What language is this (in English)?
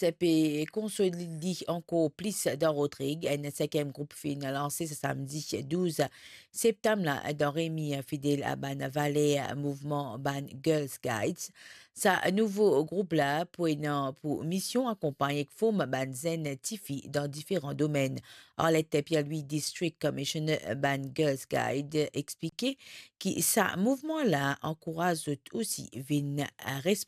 Morisyen